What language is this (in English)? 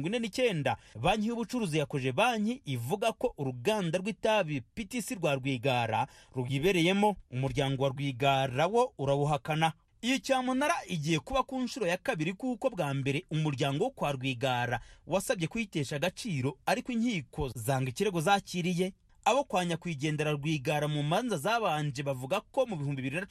Kinyarwanda